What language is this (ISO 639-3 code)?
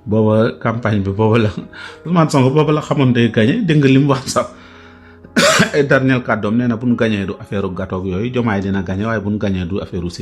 wol